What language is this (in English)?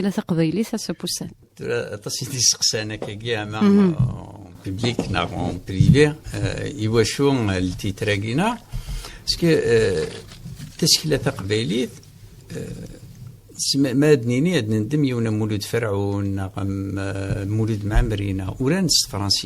Kabyle